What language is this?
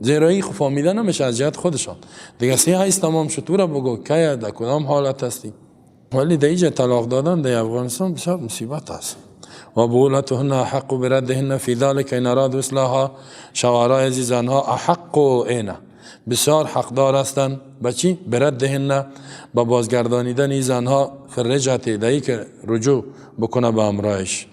Persian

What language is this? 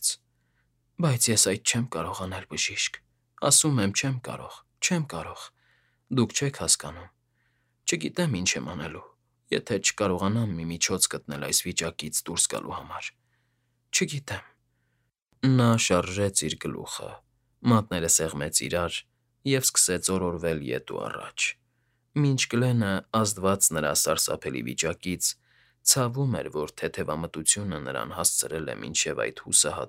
Armenian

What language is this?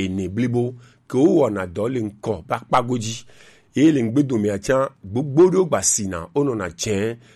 Gen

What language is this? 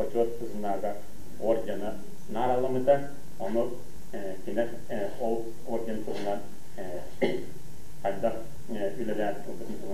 Yakut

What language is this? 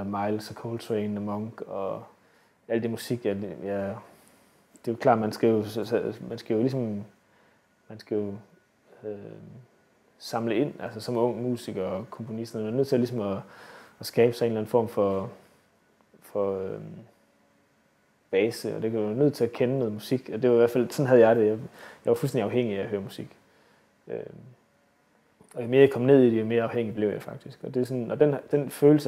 Danish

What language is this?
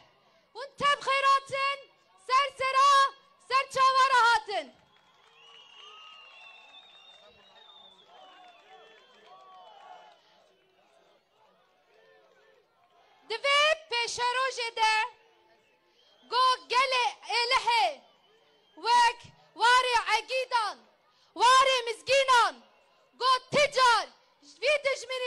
Kurdish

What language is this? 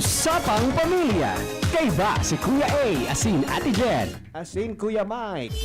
Bikol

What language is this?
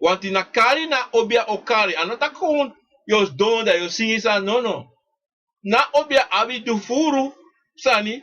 Sranan Tongo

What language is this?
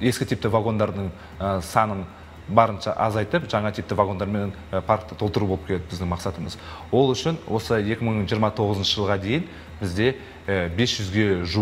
Kazakh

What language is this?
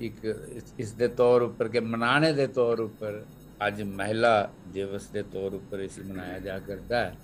Dogri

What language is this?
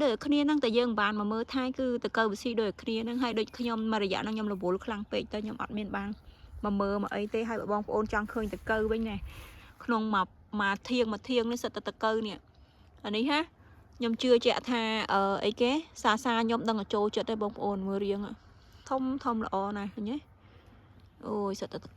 Khmer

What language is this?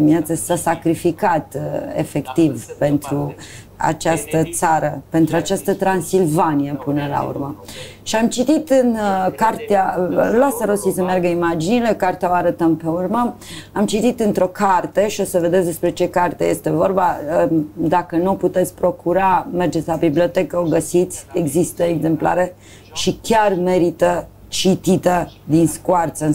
Romanian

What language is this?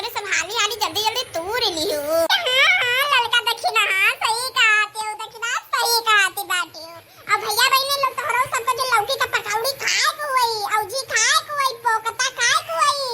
Awadhi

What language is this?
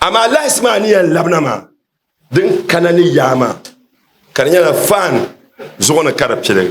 Dagbani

